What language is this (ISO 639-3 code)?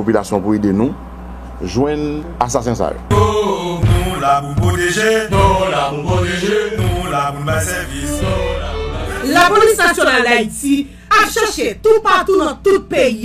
hat